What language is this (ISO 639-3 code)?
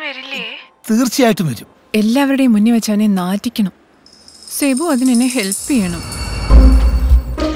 mal